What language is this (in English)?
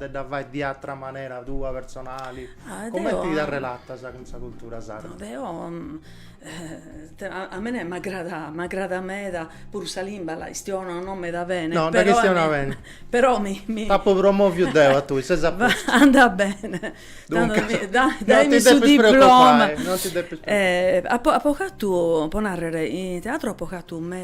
Sardinian